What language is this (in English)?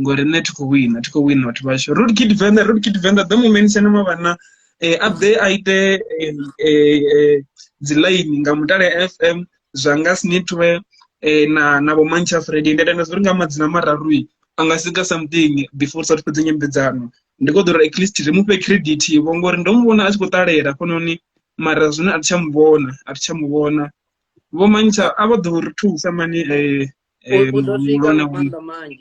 Venda